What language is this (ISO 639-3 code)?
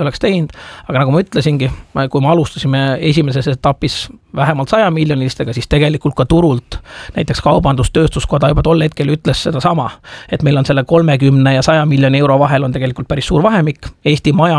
est